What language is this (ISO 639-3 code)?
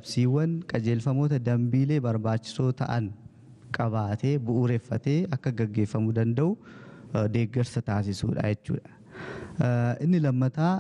orm